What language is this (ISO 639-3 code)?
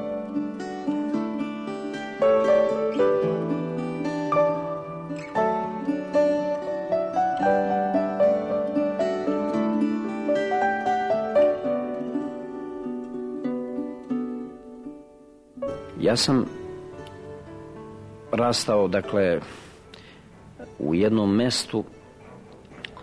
srp